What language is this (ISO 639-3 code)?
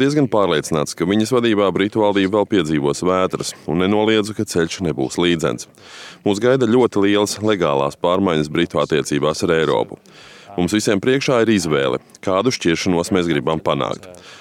lav